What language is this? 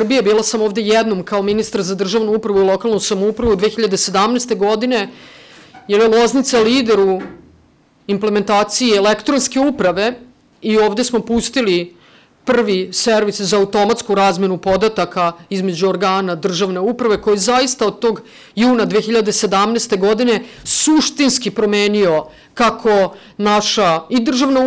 Serbian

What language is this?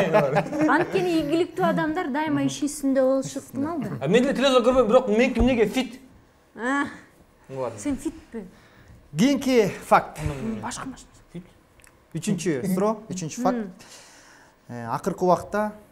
Kyrgyz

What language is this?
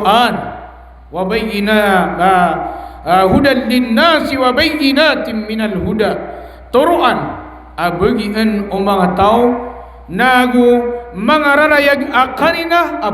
Maranao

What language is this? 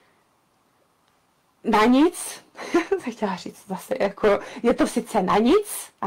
Czech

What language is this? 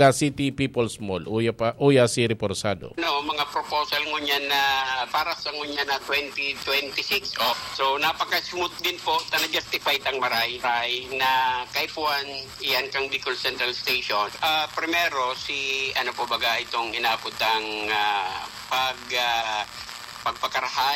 Bikol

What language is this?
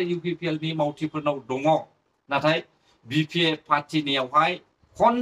Bodo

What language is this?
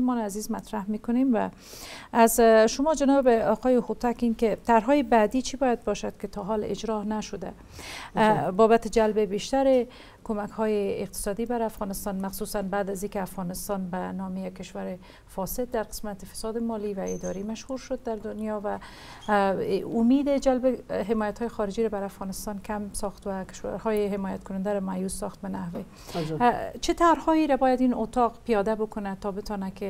Persian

